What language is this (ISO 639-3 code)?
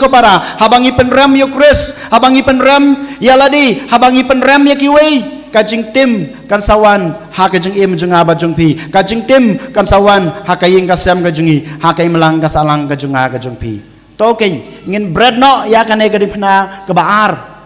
kha